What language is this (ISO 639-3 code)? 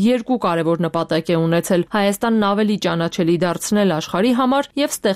hye